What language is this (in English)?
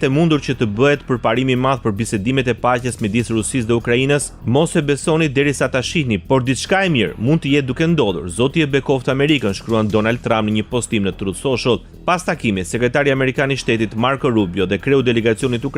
Albanian